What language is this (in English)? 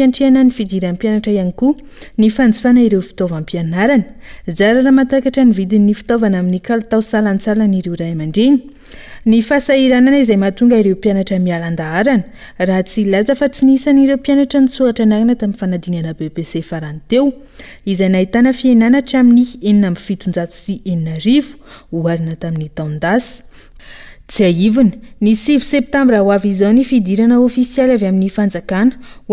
Malagasy